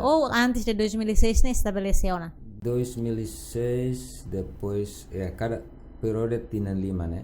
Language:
Tetum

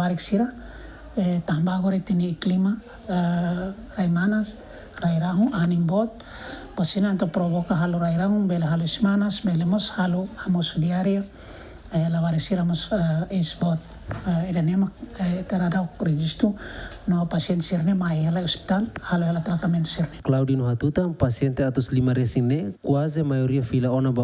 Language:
Tetum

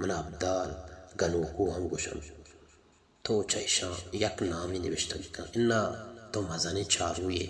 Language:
Baluchi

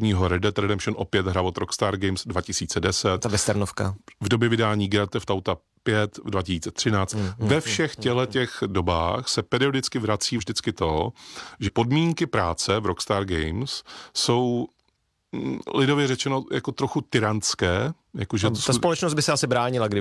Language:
Czech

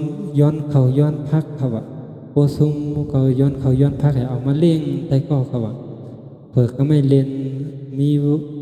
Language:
Shan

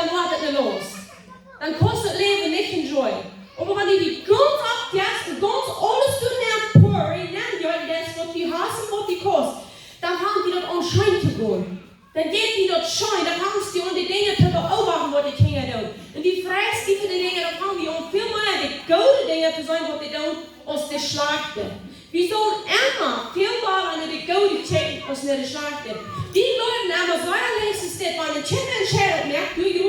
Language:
Plautdietsch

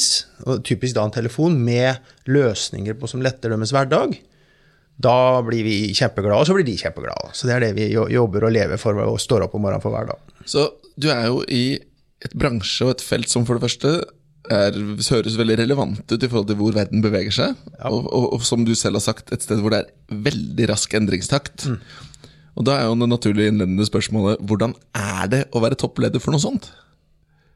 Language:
Norwegian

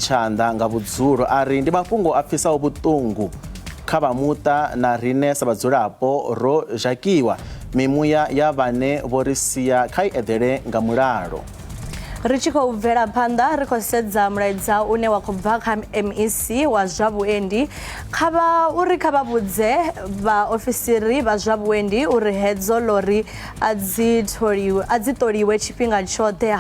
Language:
Venda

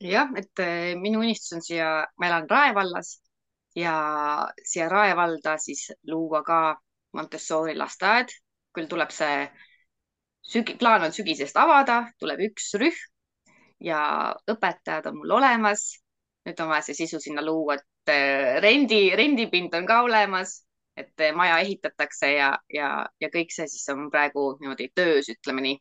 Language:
Estonian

